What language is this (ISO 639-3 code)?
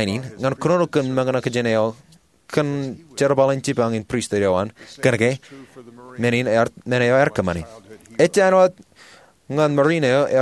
mah